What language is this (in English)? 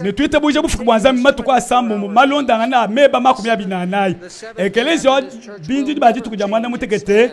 Luba-Lulua